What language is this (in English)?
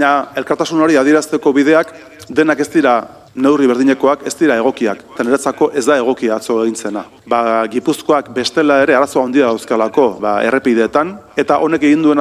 Basque